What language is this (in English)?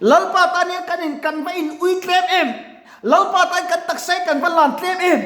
Mizo